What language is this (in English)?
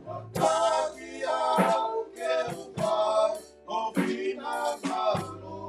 Tongan